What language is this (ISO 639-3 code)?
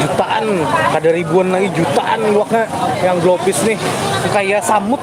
bjn